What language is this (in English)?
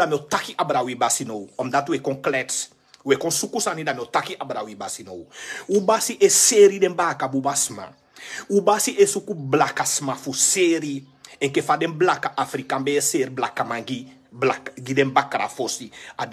Sranan Tongo